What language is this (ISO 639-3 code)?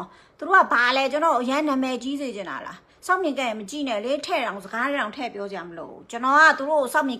mya